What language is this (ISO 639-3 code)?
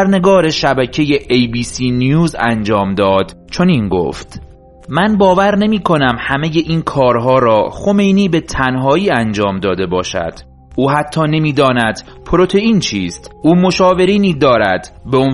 fas